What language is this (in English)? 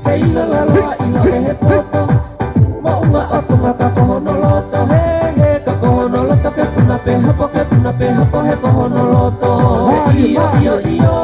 Tongan